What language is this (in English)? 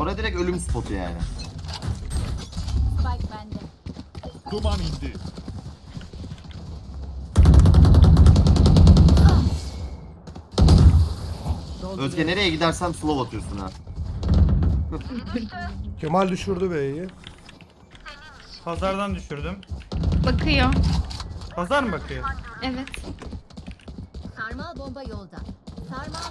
Turkish